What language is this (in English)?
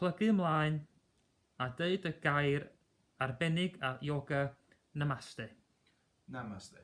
Welsh